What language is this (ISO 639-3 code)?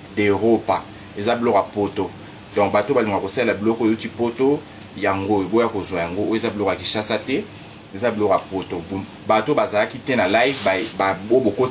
lin